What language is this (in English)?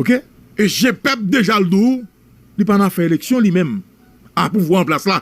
Haitian Creole